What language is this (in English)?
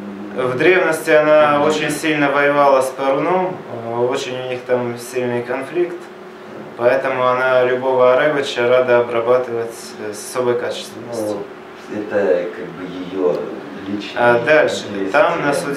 Russian